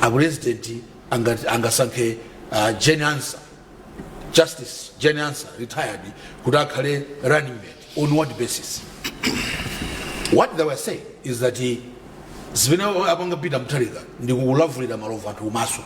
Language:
Nyanja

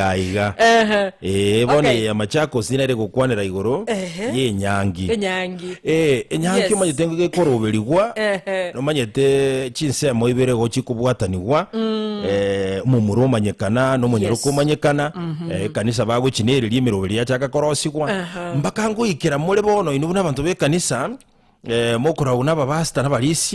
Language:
Gusii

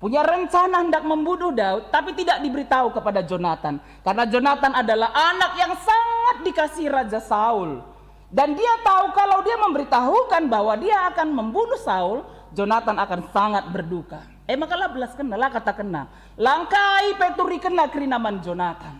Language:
Batak Karo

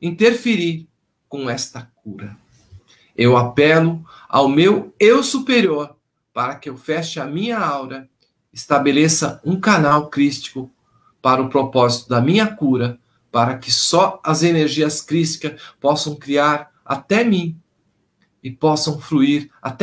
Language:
Portuguese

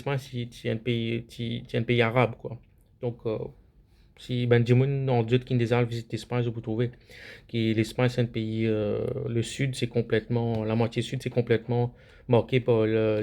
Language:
Morisyen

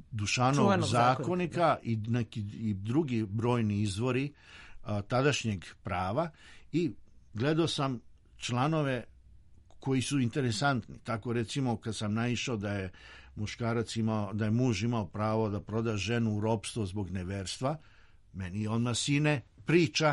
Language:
Serbian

